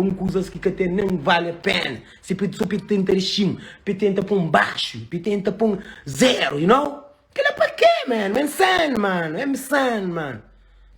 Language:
Kabuverdianu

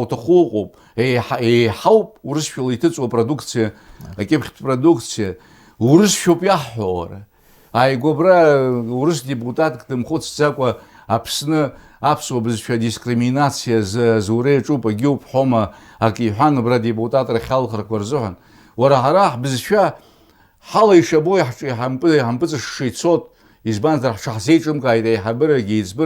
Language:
Abkhazian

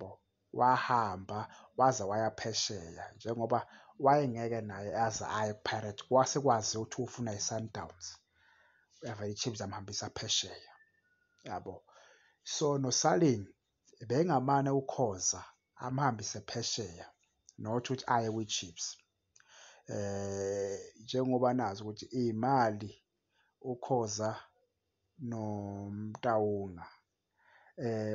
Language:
Zulu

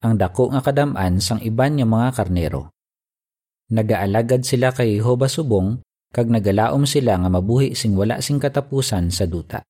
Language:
Hiligaynon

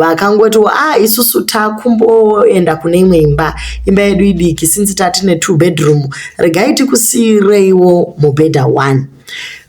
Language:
Shona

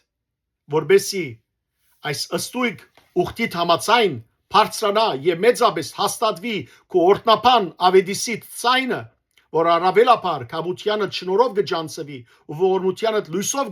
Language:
Western Armenian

